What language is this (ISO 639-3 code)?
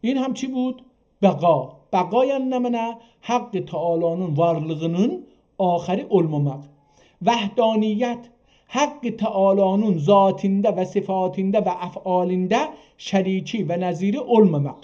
azb